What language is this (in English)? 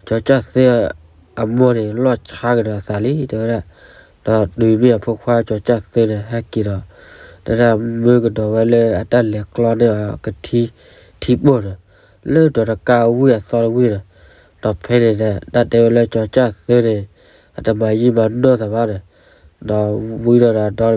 S'gaw Karen